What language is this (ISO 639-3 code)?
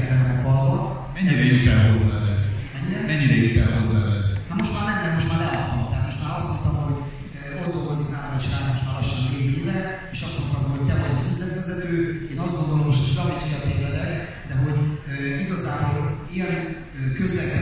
hun